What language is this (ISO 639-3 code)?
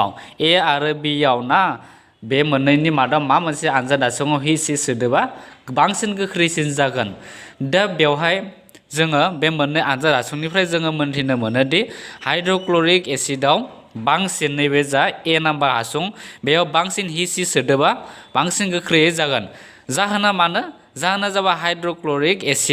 brx